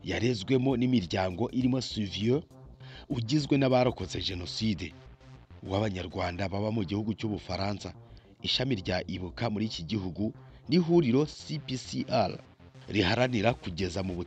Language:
Kinyarwanda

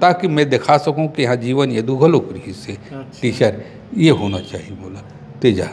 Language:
Chhattisgarhi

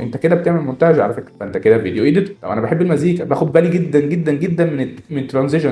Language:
Egyptian Arabic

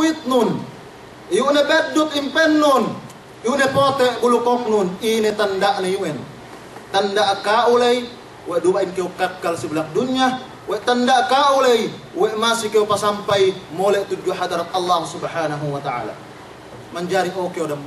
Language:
Yakan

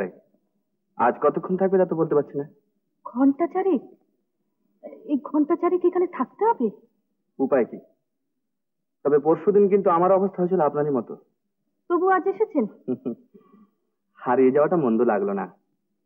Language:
Bangla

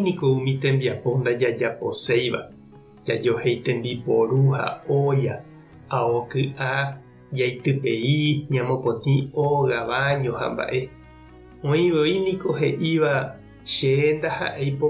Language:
Guarani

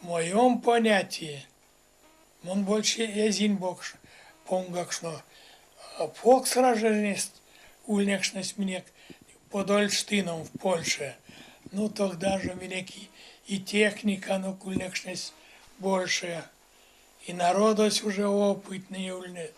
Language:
Erzya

